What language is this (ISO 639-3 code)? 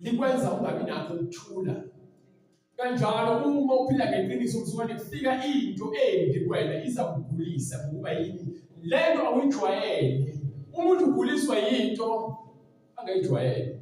zul